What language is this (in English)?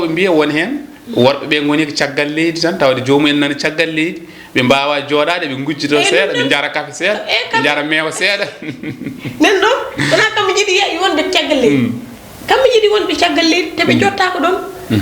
Fula